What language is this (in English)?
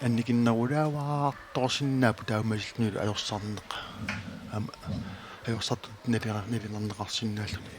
Kalaallisut